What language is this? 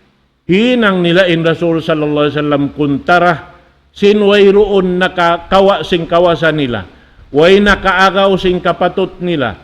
Tausug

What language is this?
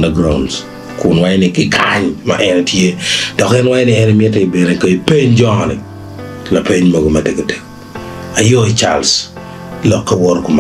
Acoli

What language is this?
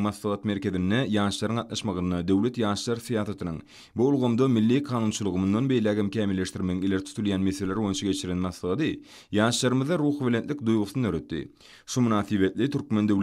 Turkmen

